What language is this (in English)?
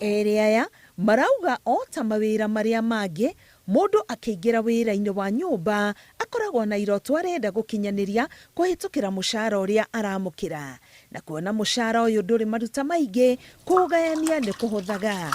Kikuyu